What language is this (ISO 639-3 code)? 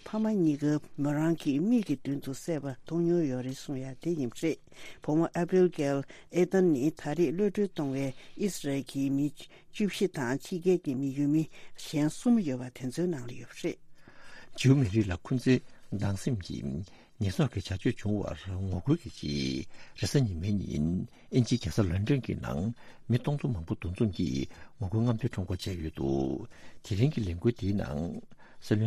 bod